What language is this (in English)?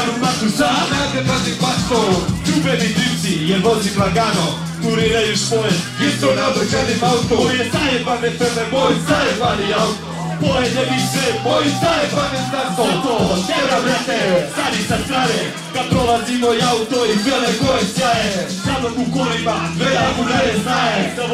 Serbian